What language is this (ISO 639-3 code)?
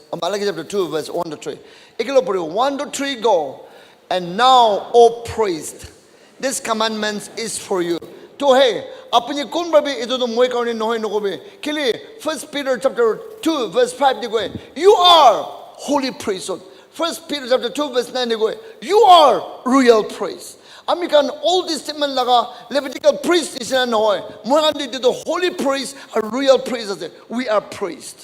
nag